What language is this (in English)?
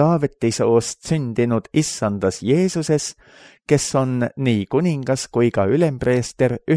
Estonian